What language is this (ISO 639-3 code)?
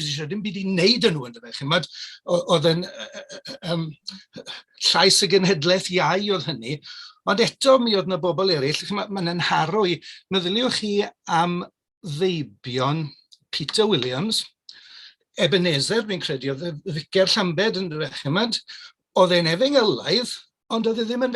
cym